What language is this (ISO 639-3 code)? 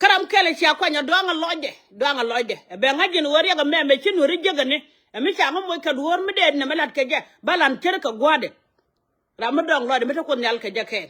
nus